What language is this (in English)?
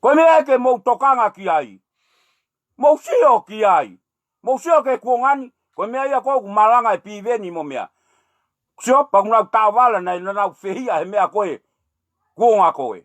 Tongan